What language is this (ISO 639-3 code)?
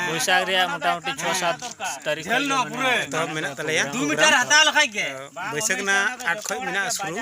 sat